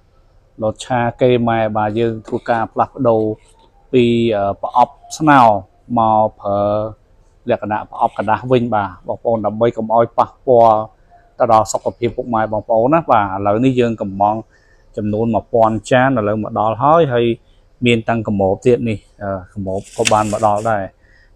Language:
Khmer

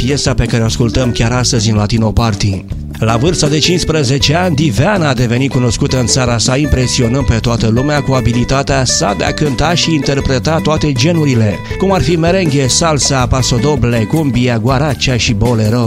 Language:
Romanian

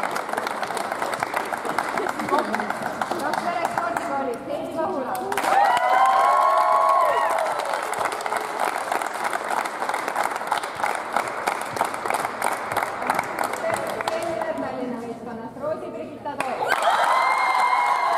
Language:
Estonian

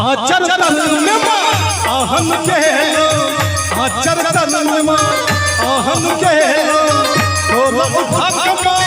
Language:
Maithili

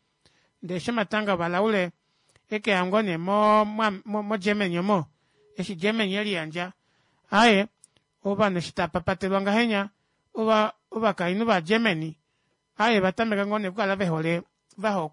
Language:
Kuanyama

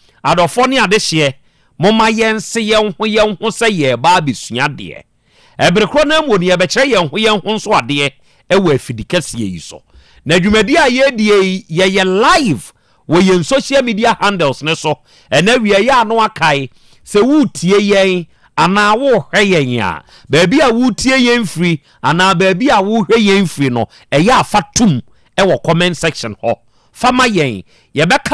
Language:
Akan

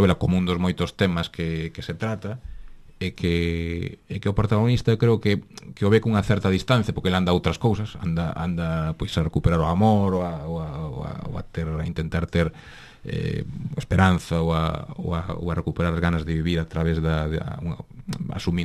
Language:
Galician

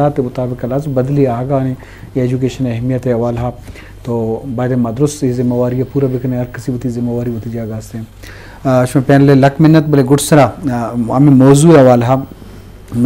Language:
Eastern Balochi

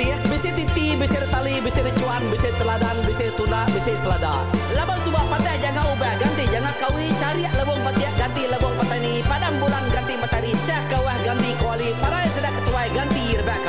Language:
Iban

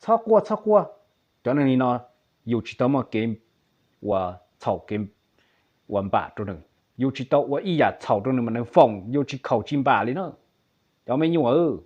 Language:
Hmong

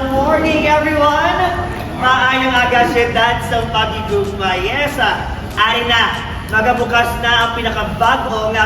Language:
Hiligaynon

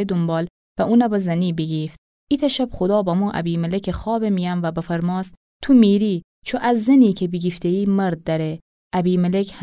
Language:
Gilaki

